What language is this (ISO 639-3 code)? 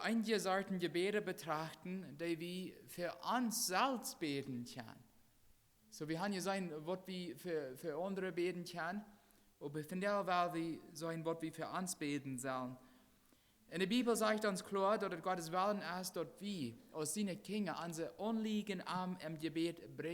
pdt